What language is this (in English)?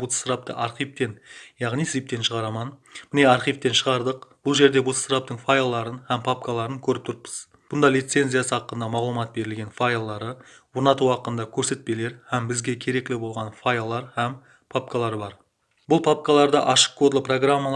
Kara-Kalpak